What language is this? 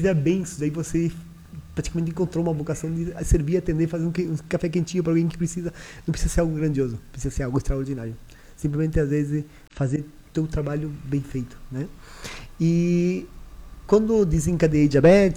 Portuguese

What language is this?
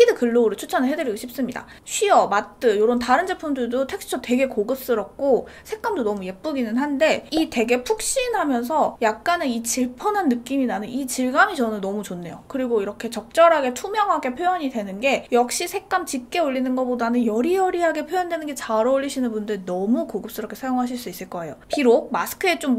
Korean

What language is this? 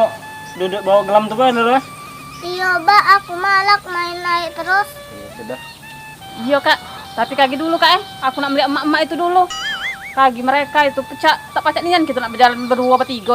Musi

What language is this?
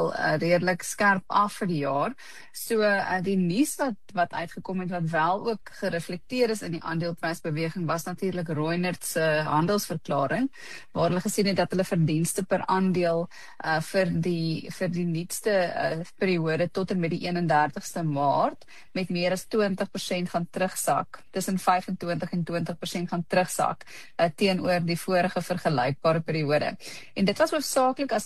Afrikaans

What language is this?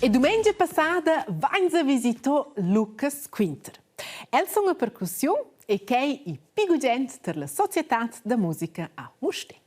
Romansh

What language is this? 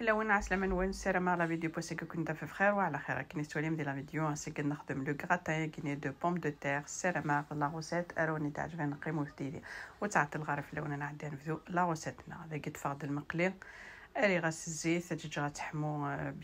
Kabyle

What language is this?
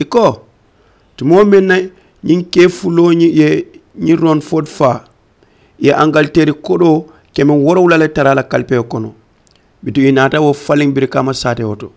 Mandingo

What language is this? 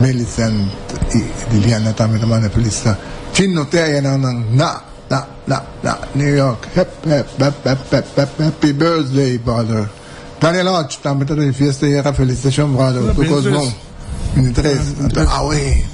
Papiamento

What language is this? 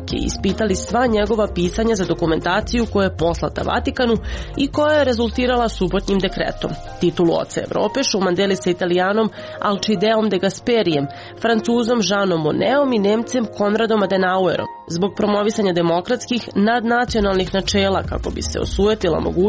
Serbian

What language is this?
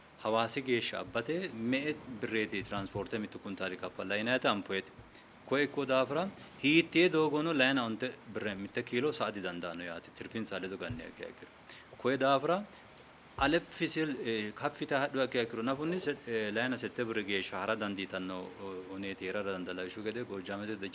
Sidamo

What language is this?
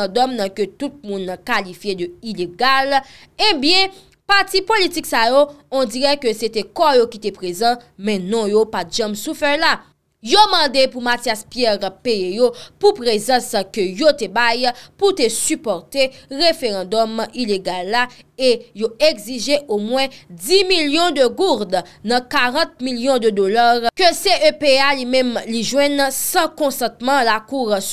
Haitian Creole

